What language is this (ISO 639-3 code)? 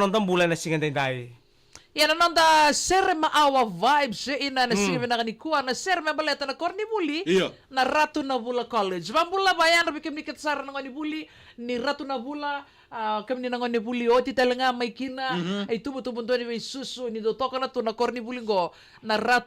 fij